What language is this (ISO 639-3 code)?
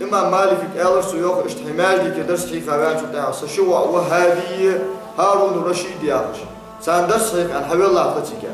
inh